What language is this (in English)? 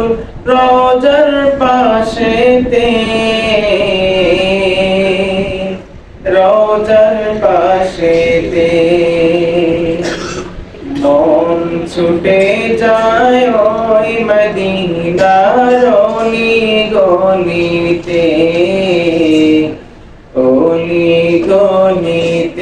Bangla